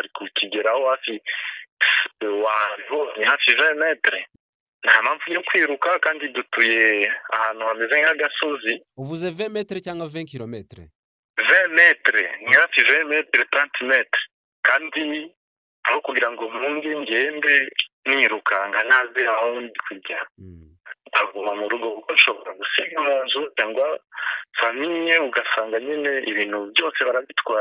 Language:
Kinyarwanda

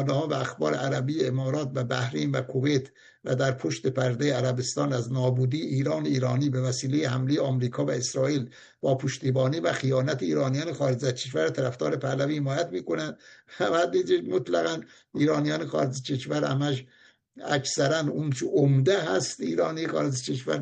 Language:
Persian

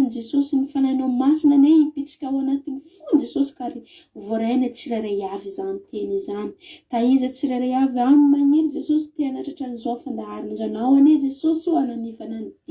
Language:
Malagasy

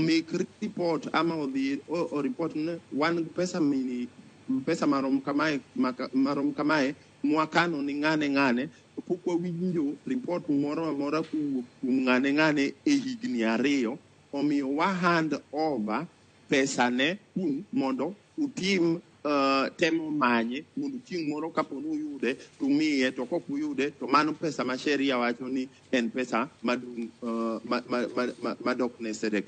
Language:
Luo (Kenya and Tanzania)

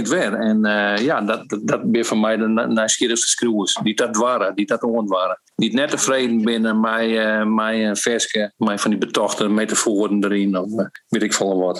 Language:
Western Frisian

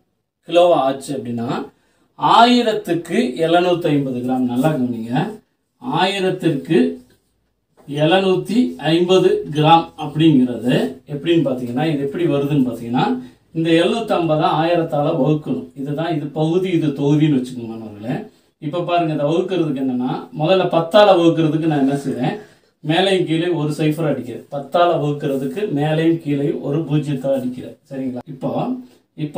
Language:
Tamil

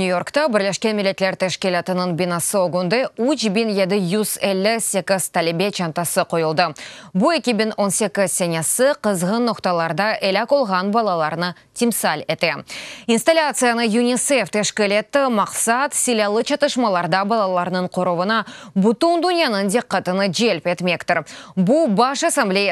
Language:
Crimean Tatar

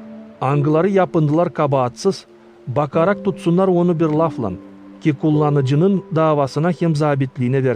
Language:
Gagauz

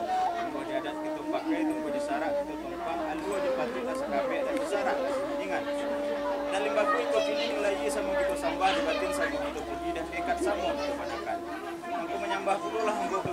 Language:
Minangkabau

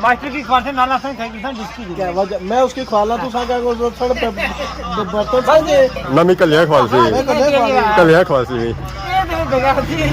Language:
Pahari-Potwari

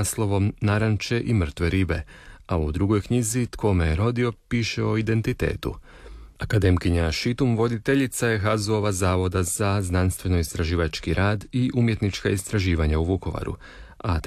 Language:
Croatian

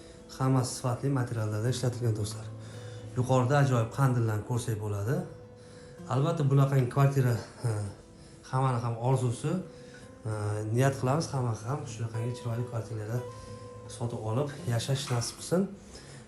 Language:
Uzbek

